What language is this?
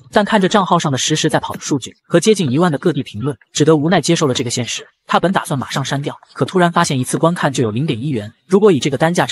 Chinese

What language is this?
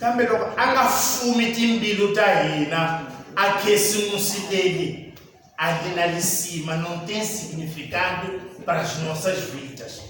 Tsonga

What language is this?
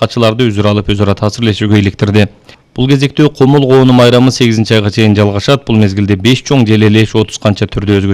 Kyrgyz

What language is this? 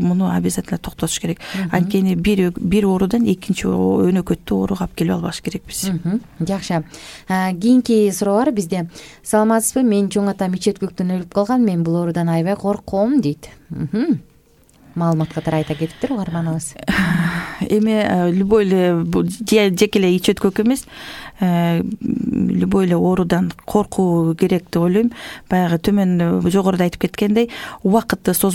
Kyrgyz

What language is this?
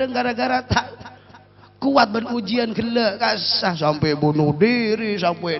Madurese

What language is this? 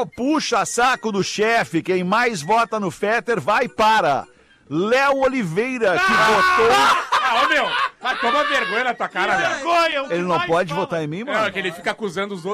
Portuguese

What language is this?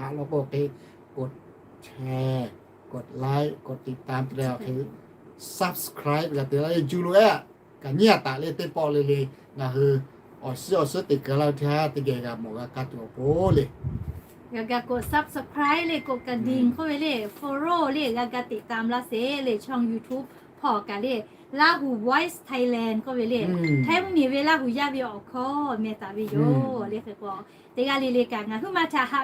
Lahu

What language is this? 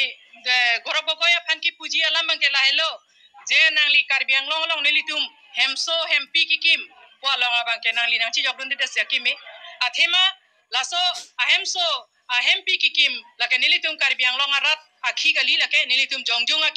Karbi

